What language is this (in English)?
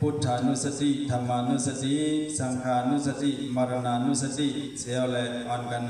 Shan